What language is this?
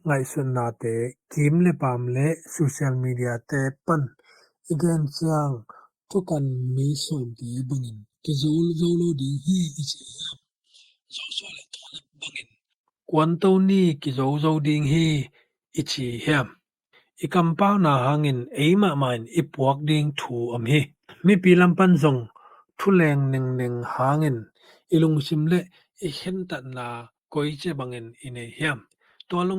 Tedim Chin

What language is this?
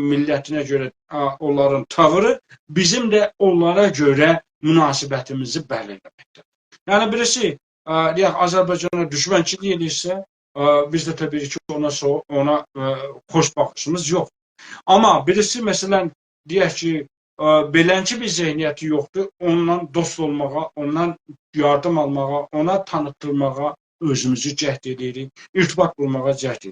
South Azerbaijani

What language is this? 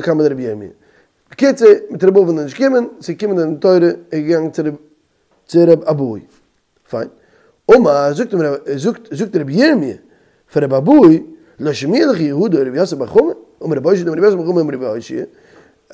Yiddish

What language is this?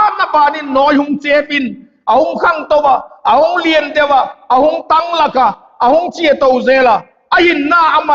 Vaiphei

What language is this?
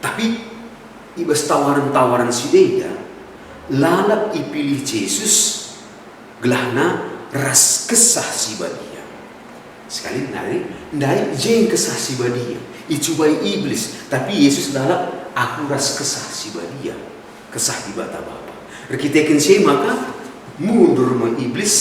Batak Karo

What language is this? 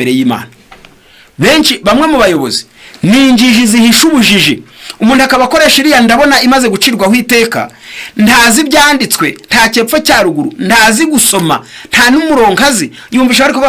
Kinyarwanda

